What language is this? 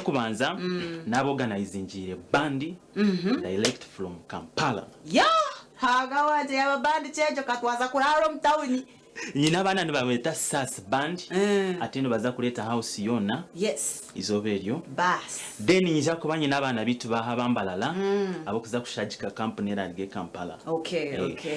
Nyankole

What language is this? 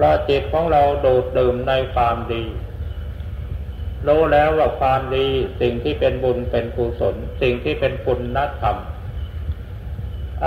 Thai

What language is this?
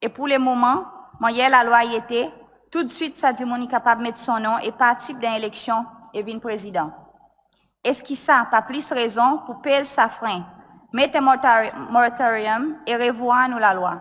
Seselwa Creole French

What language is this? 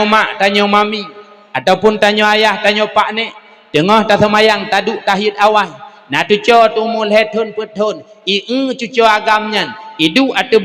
Achinese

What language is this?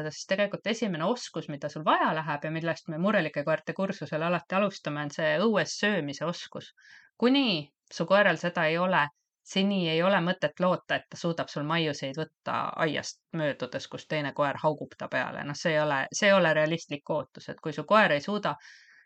Estonian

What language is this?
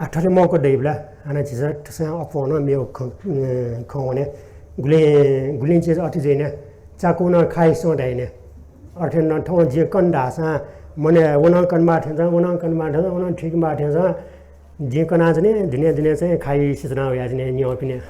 Newari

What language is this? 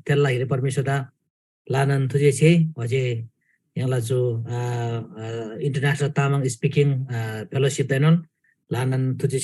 Eastern Tamang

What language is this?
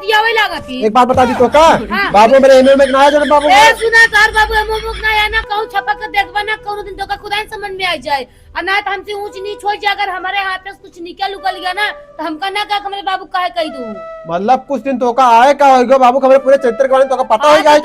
Awadhi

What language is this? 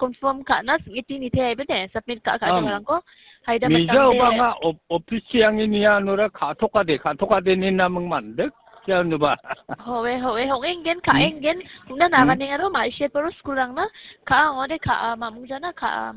Garo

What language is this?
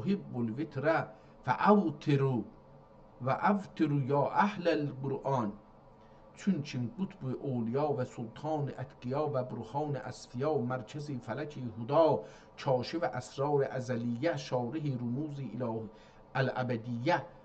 South Azerbaijani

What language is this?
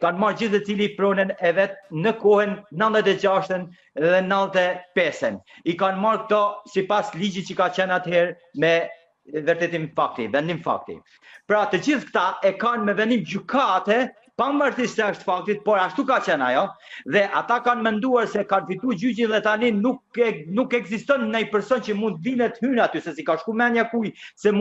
Albanian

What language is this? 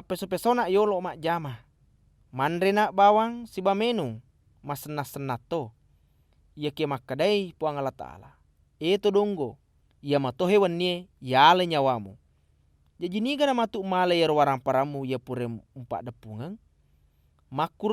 Buginese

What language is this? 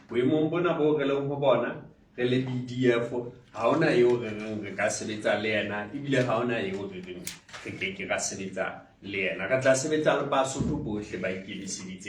Southern Sotho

